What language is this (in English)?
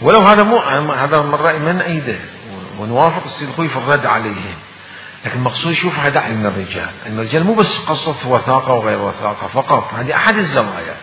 Mesopotamian Arabic